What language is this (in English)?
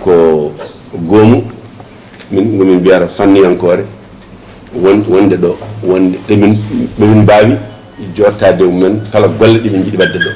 Fula